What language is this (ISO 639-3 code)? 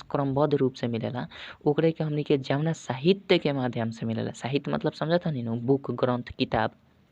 bho